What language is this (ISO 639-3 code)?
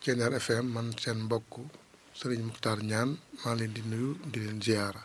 wol